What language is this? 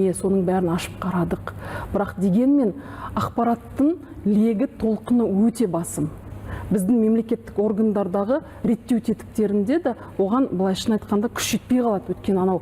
Kazakh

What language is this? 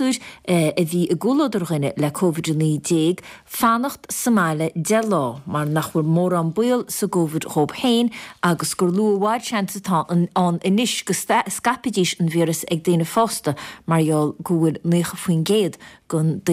Irish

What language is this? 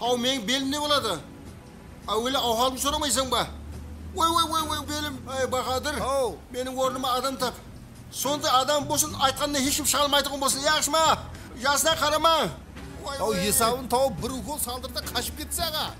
Kara-Kalpak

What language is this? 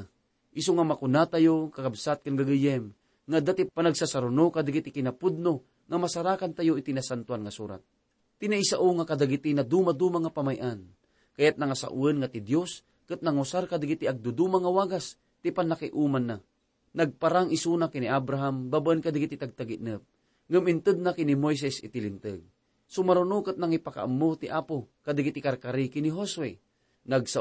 Iloko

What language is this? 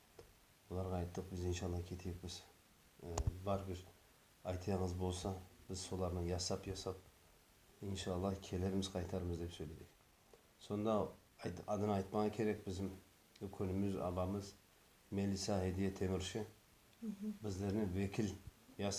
Nogai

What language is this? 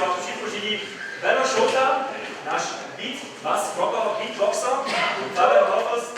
Upper Sorbian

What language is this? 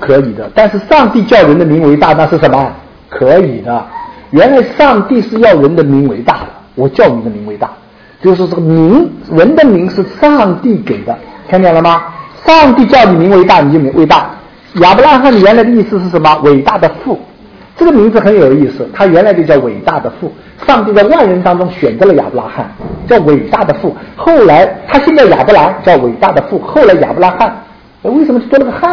Chinese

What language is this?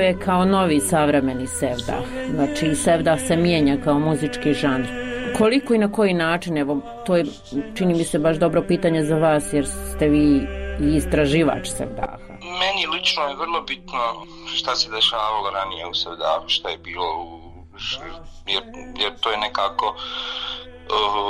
Bosnian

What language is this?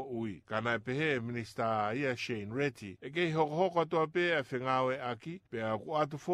Tongan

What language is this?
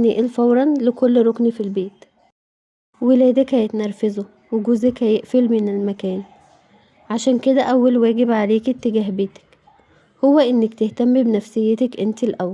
Egyptian Arabic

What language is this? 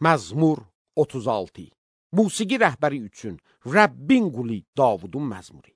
Azerbaijani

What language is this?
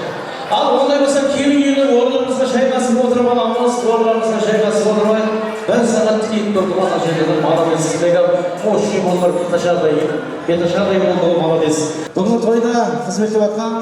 Kara-Kalpak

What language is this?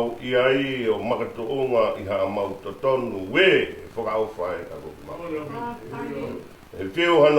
Tongan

